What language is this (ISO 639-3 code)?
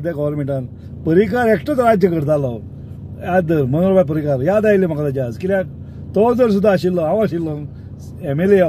kok